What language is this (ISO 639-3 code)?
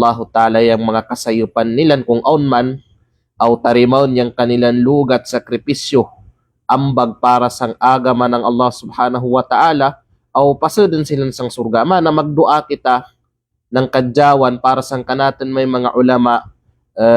kqe